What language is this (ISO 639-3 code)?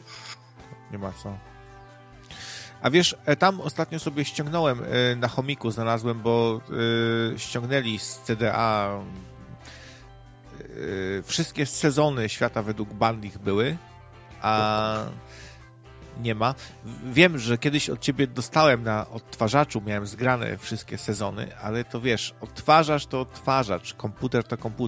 pol